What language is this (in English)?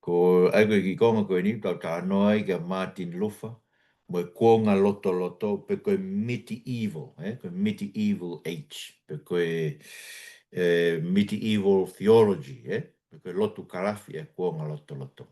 Tongan